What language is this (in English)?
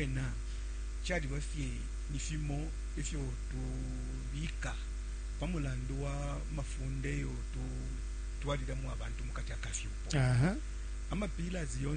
Bemba